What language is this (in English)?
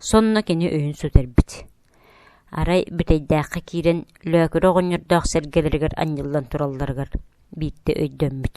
Yakut